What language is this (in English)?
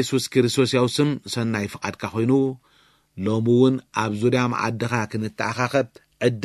Tigrinya